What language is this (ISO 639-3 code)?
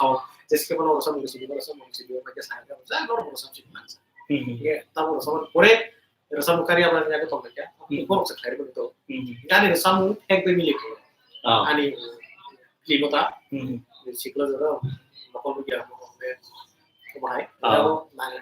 trp